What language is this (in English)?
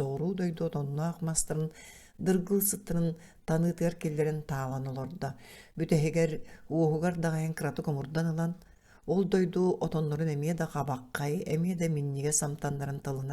Yakut